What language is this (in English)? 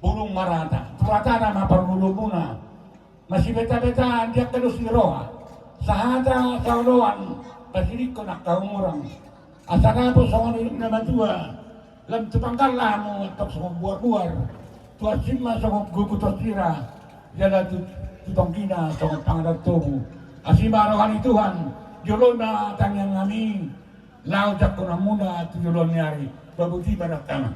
Batak Toba